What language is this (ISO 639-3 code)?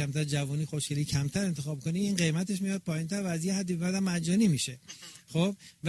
fas